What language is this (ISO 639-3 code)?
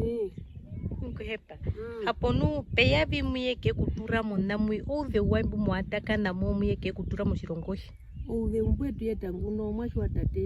her